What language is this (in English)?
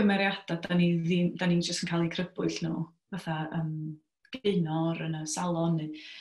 Welsh